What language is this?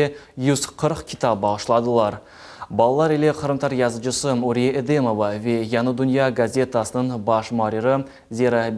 Crimean Tatar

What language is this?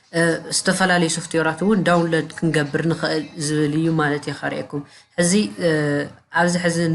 Tigrinya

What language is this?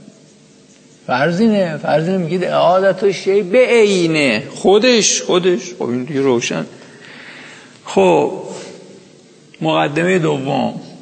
Persian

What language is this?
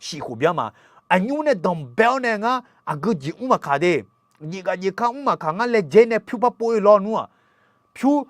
Akha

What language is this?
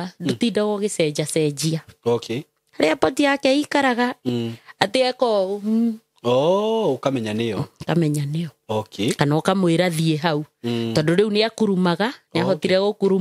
Kikuyu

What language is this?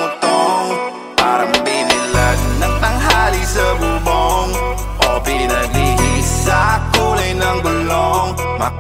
Filipino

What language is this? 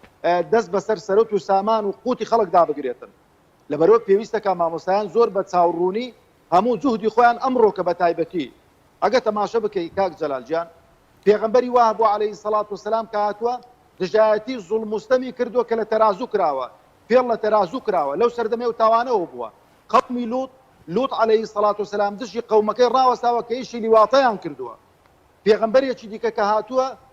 Central Kurdish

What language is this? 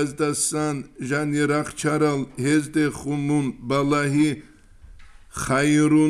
Avaric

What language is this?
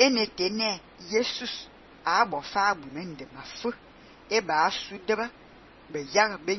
Fang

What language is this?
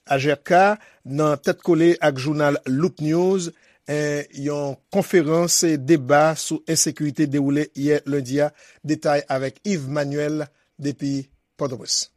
Haitian Creole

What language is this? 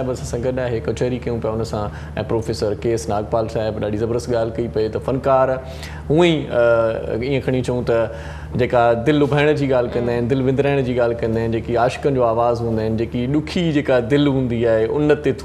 Sindhi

